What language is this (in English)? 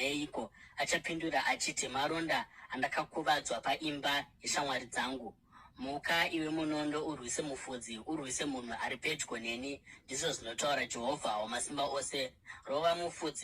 Shona